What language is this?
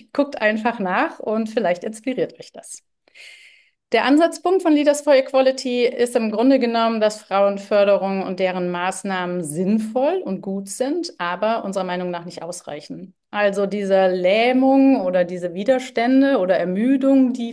German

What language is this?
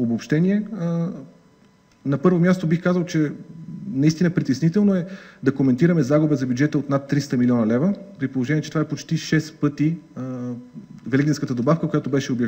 Bulgarian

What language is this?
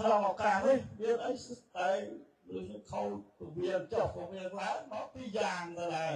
Khmer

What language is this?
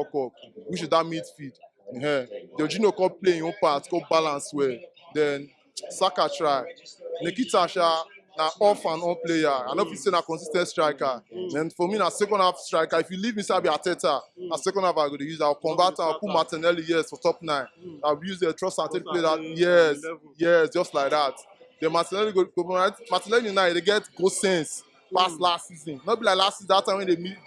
Nigerian Pidgin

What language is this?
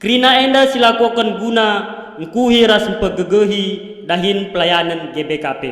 Batak Karo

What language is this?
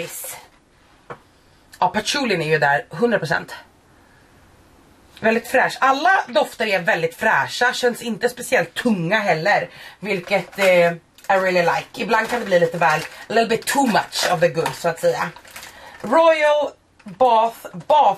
Swedish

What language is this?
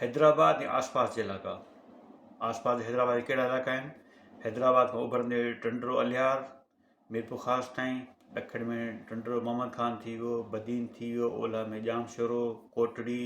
Sindhi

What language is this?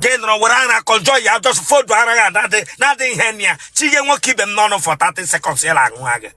Igbo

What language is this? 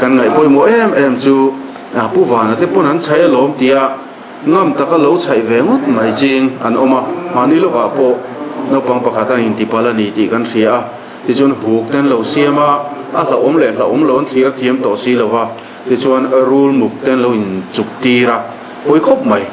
Mizo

